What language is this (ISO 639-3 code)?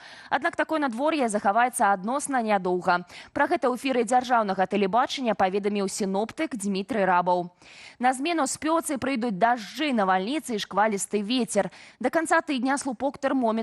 bel